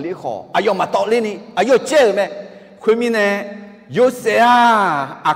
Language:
Akha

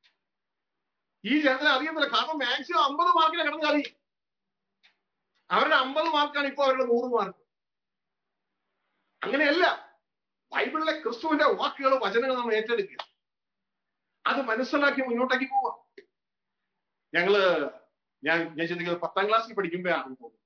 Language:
Malayalam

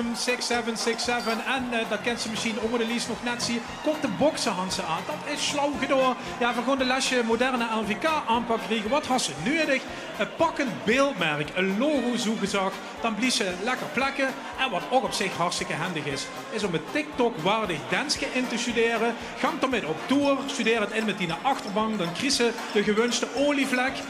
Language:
Limburgish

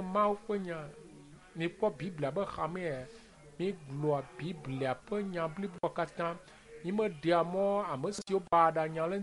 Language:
Ewe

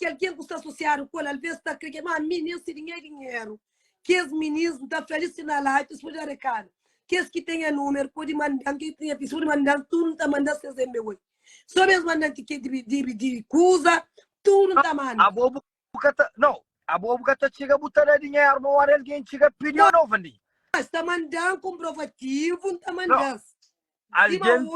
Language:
Kabuverdianu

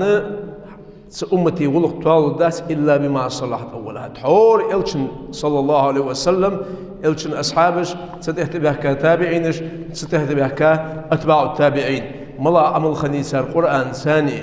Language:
Ingush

